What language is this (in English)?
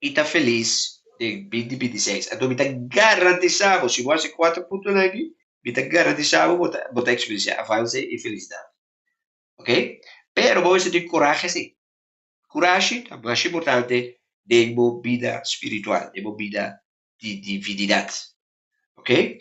Papiamento